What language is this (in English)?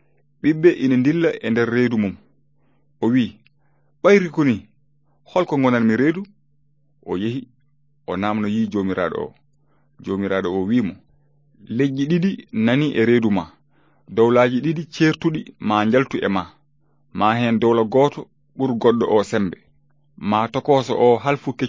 Fula